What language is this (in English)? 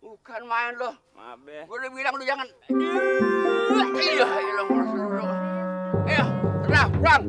Betawi